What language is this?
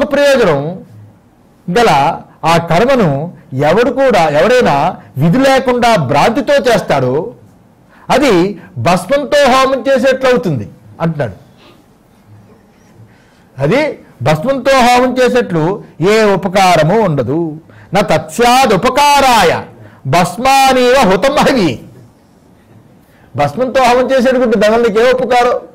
Telugu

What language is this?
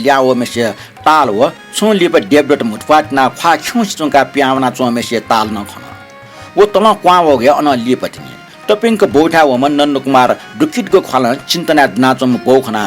Newari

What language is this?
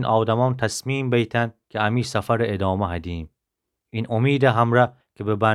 Gilaki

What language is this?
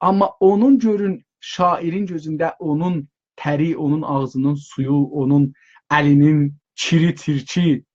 South Azerbaijani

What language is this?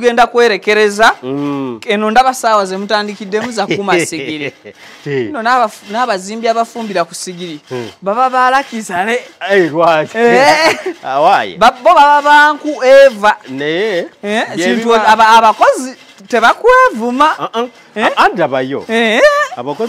Ganda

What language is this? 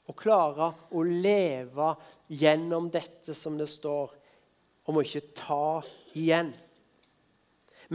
Norwegian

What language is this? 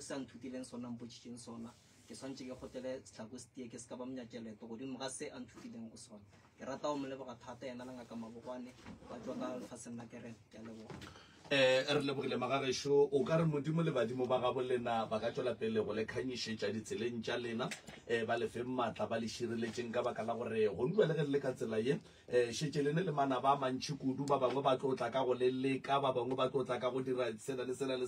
Northern Sotho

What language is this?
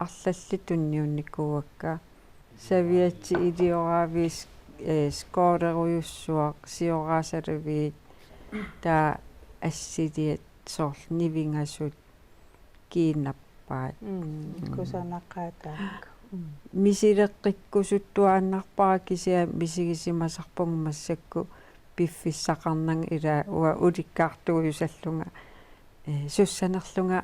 Kalaallisut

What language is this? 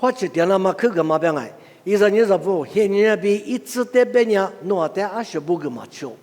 Lisu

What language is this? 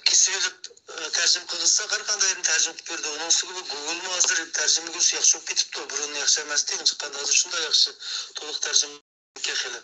Uyghur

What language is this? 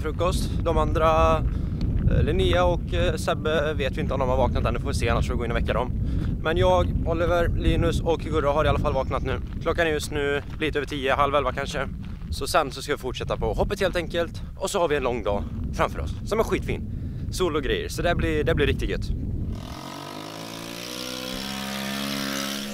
Swedish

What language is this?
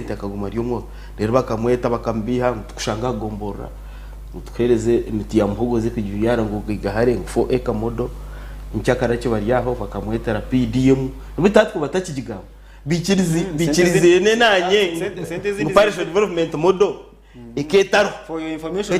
Nyankole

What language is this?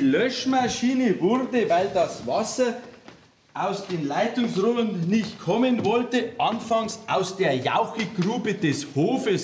Bavarian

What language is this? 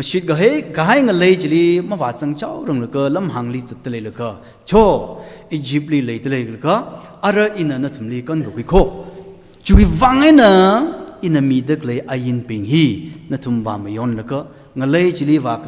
Tangkhul Naga (India)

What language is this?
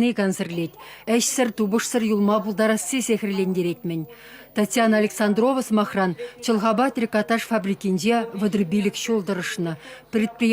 Chuvash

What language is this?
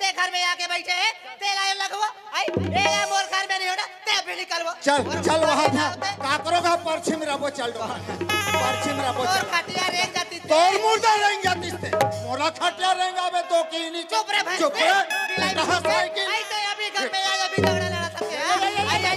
Chhattisgarhi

